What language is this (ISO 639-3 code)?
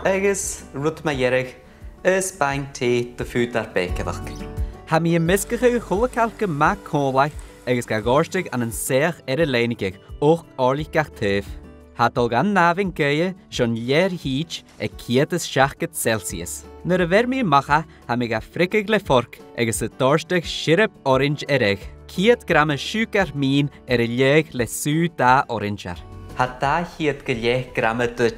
gla